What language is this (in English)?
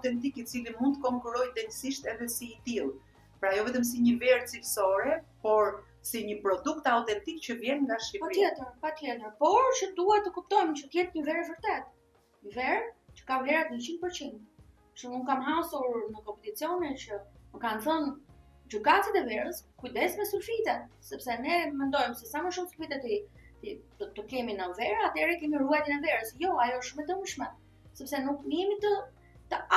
Albanian